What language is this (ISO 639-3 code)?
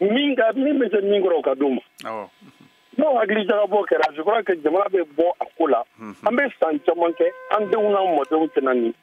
bam